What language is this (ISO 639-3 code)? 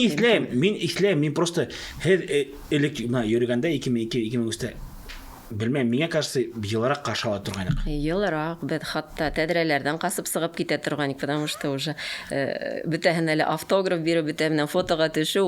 bak